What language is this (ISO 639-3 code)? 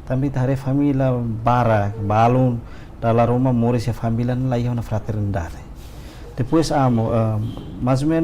tet